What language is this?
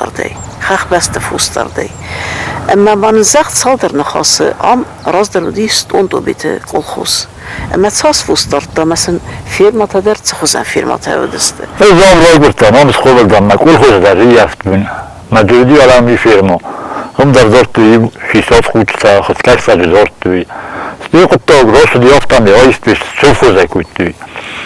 Ossetic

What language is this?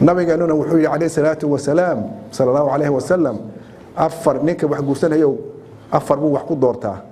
Somali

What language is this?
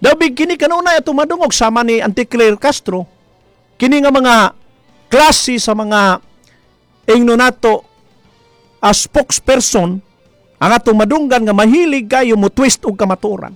Cebuano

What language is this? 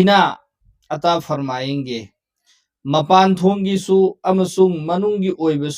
Manipuri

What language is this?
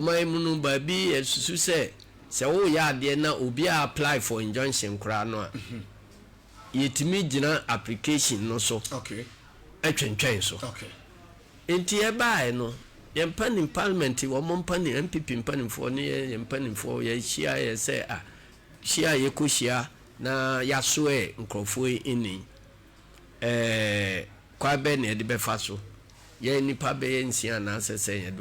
Akan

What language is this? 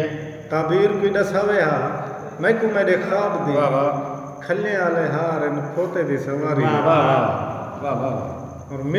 Saraiki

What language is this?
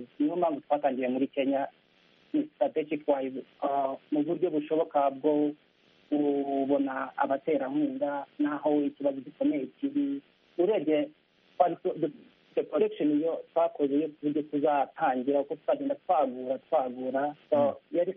Kinyarwanda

